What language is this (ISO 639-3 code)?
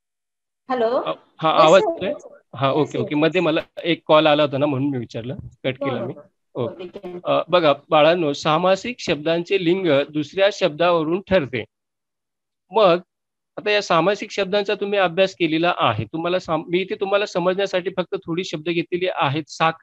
mar